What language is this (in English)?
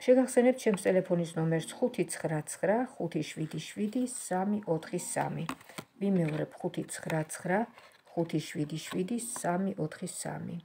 Georgian